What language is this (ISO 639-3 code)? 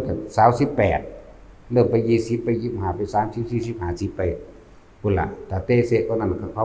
tts